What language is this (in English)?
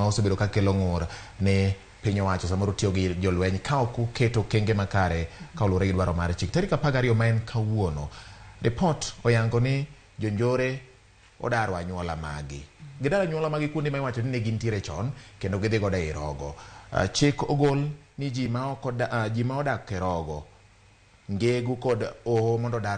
Luo (Kenya and Tanzania)